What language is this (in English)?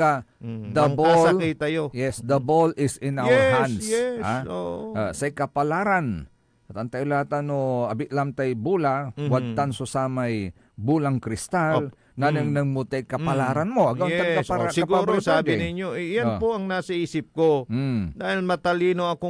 Pangasinan